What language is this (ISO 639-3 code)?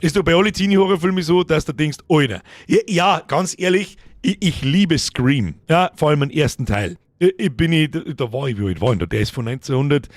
bar